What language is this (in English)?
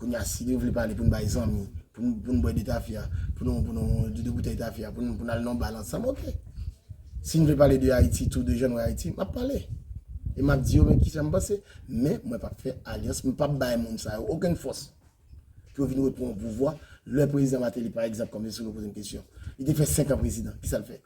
Haitian Creole